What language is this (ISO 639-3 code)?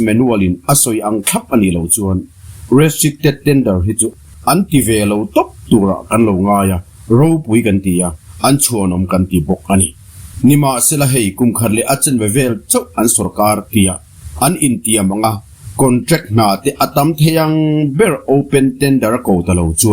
lus